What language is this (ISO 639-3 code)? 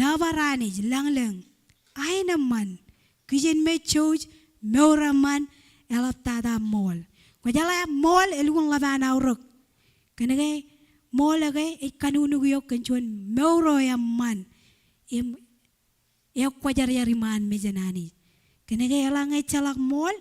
mah